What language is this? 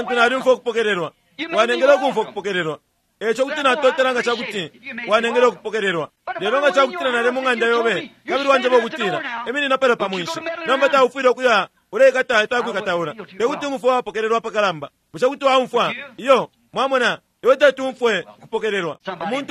Bemba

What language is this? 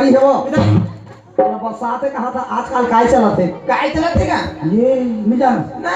Chhattisgarhi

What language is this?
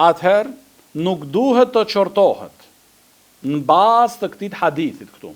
Albanian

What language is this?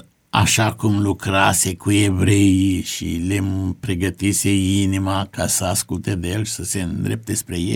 Romanian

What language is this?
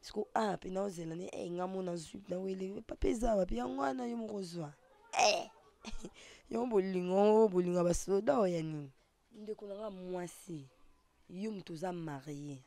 Lingala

